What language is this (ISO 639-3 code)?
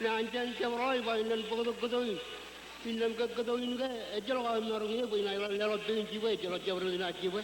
mah